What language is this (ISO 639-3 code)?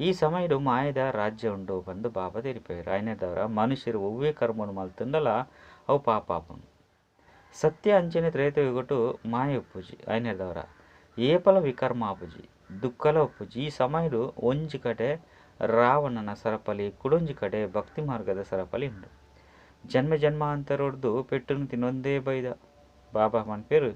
tcy